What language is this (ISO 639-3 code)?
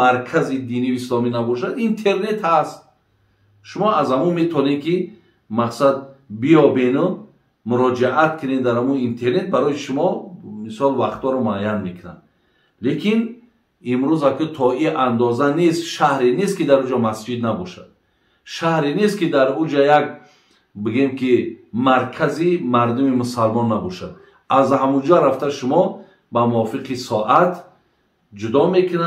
tgk